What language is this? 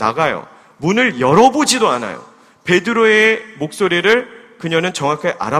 Korean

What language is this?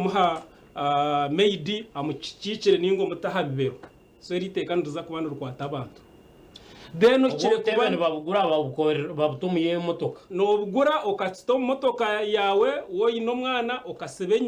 Nyankole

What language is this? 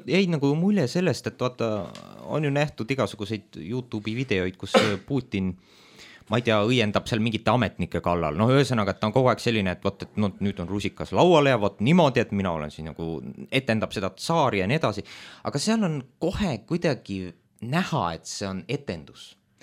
Estonian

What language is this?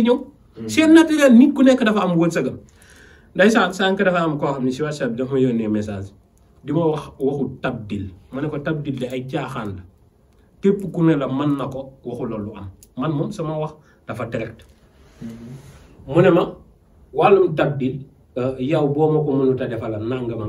Wolof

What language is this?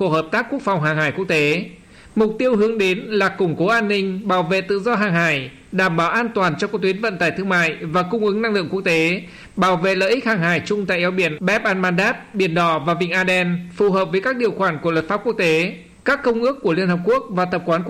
Vietnamese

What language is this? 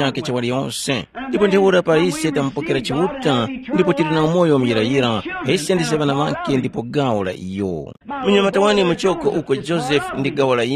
Tumbuka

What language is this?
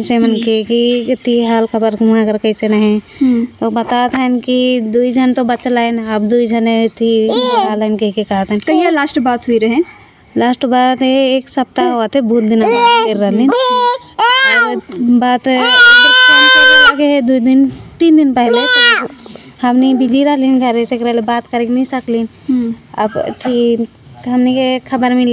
Sadri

